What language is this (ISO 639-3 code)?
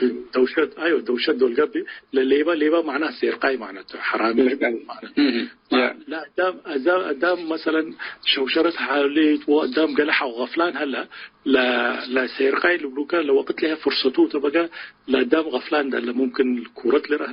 tig